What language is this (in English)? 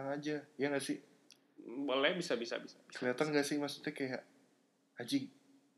Indonesian